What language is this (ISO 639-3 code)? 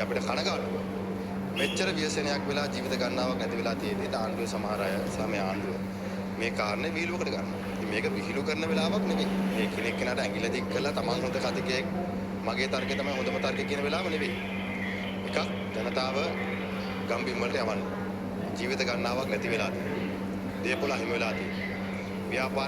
sin